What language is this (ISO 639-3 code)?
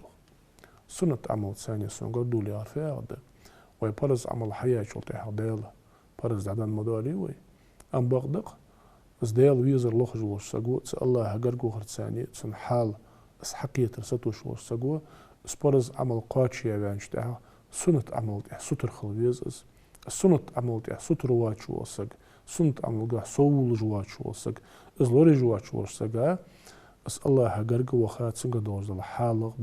inh